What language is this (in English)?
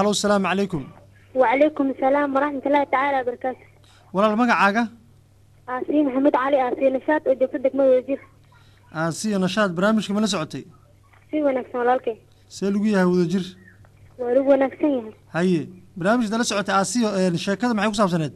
Somali